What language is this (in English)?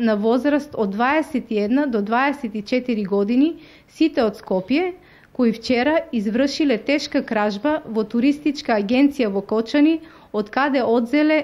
Macedonian